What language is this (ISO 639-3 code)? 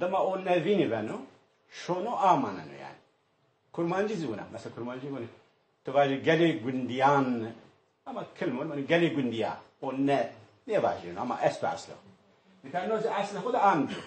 zza